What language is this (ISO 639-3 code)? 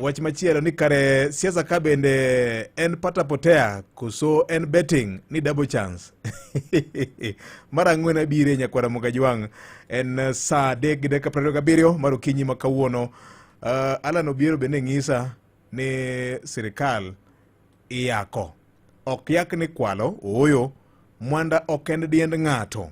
luo